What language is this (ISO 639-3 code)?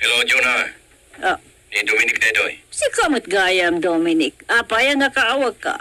ilo